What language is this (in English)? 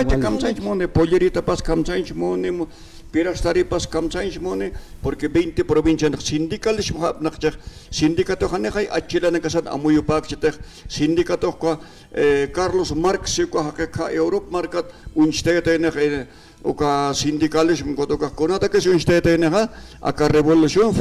Aymara